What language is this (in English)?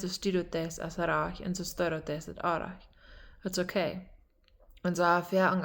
Plautdietsch